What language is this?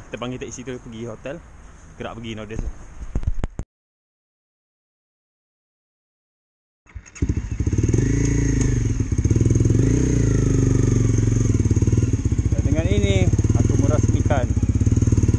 Malay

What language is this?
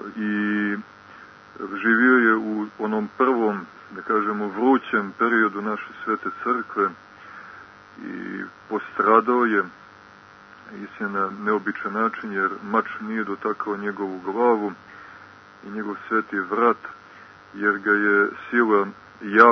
Serbian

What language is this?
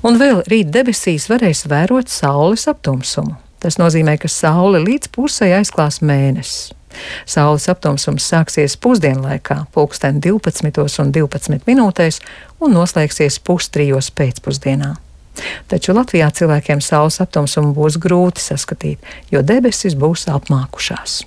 Latvian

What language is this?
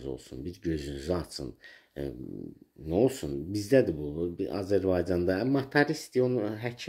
Azerbaijani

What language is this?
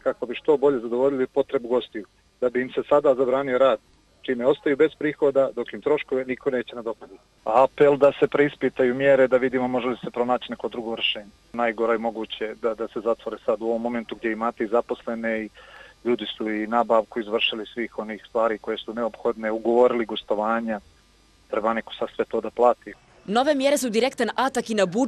Bosnian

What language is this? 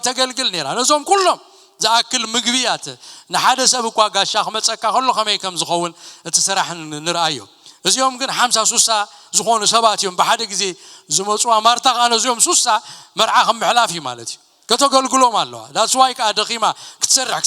Tigrinya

